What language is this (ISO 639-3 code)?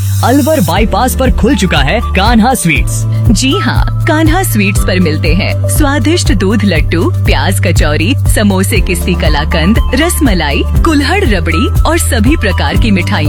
hin